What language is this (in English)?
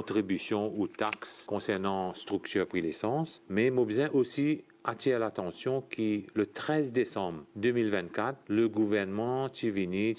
Morisyen